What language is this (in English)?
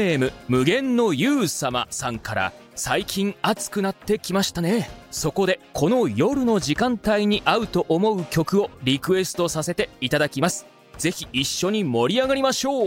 Japanese